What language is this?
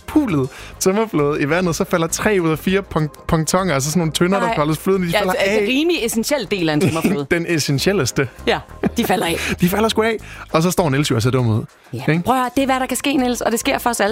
Danish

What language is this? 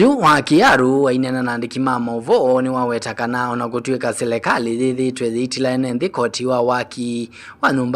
Kamba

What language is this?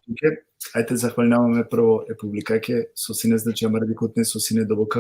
Balkan Romani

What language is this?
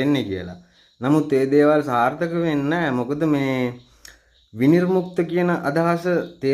Sinhala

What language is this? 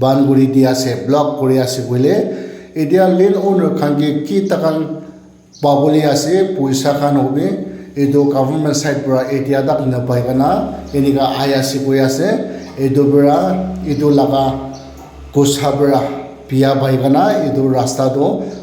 Naga Pidgin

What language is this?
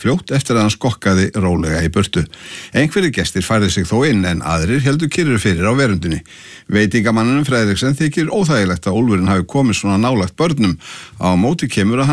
Icelandic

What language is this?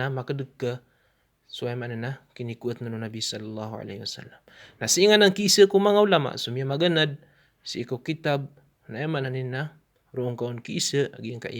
Maranao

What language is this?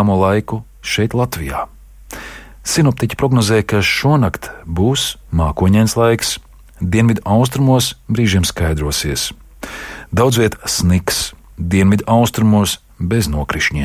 Latvian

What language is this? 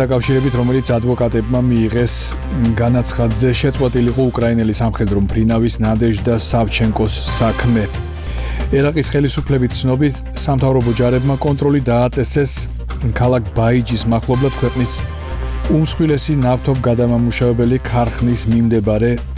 Georgian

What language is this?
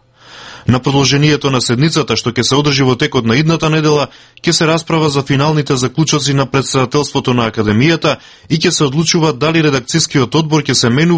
Macedonian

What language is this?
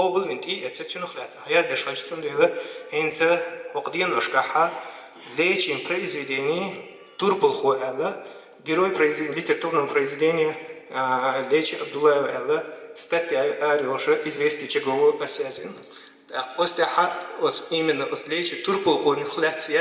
Chechen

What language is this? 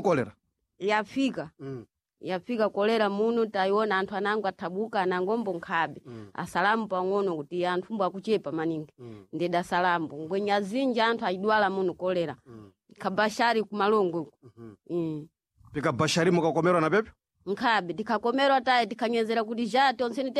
Sena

